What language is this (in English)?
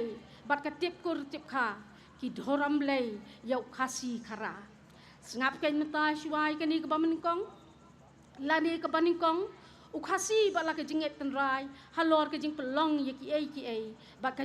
Khasi